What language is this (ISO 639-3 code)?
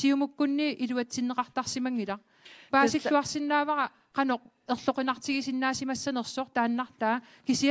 kal